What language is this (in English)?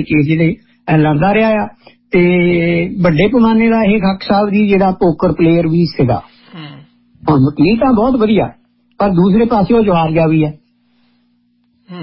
Punjabi